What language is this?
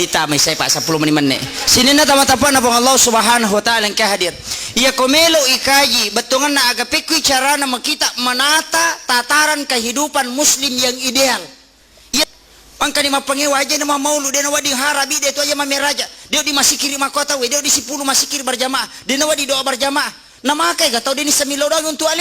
Buginese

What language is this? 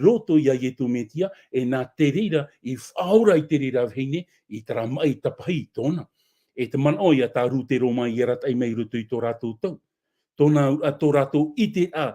Tahitian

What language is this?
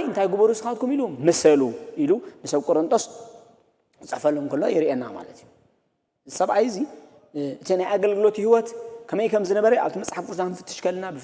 Tigrinya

